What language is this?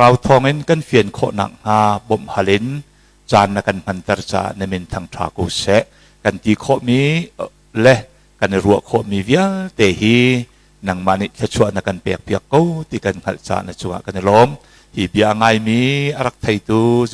Hakha Chin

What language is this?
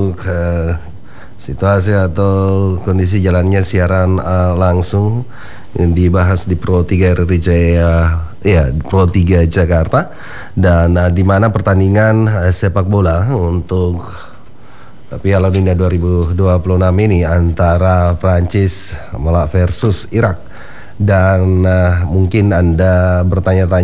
Indonesian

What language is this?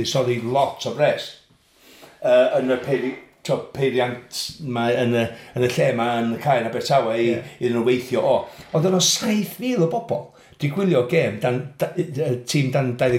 Welsh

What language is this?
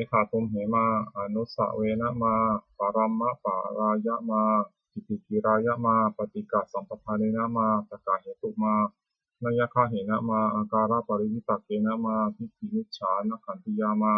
Pali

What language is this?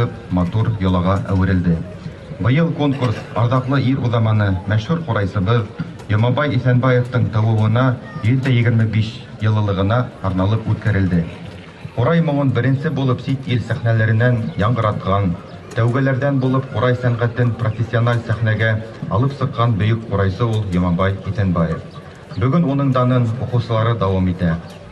Bashkir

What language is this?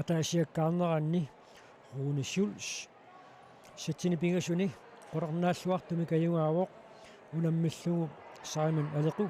Kalaallisut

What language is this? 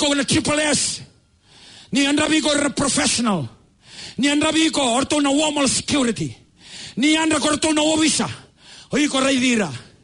Fijian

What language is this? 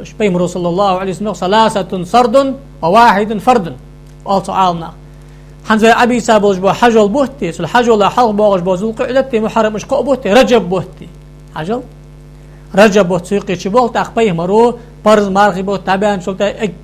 Ingush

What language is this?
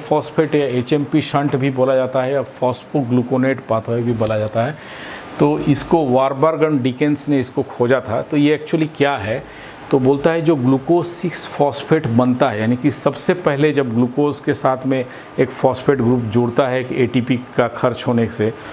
Hindi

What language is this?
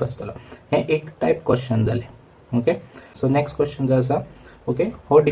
Konkani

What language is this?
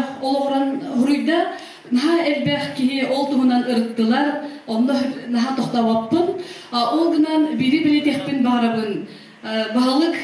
Yakut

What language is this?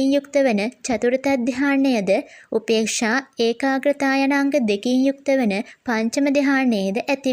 Sinhala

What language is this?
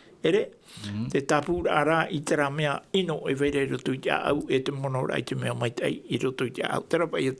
Tahitian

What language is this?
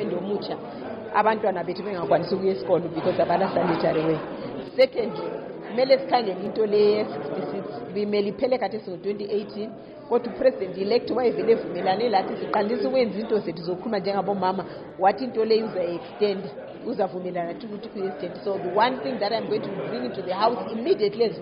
North Ndebele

